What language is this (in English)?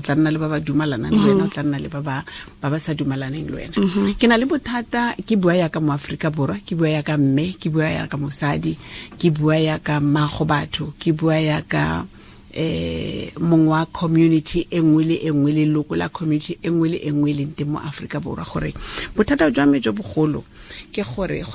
Tswana